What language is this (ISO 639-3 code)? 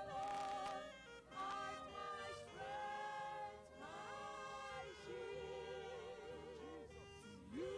ewe